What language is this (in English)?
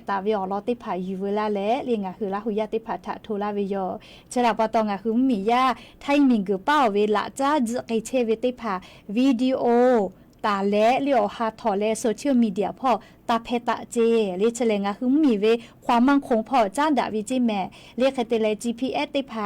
Lahu